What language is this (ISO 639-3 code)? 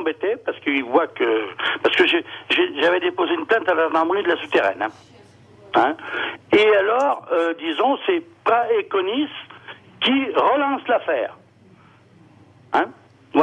fra